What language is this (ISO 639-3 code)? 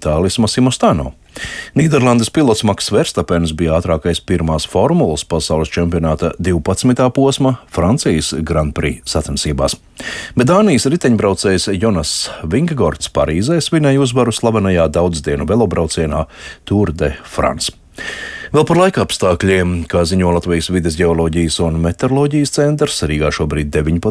lav